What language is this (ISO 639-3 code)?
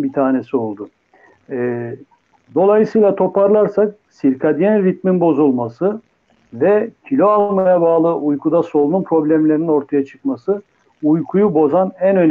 tur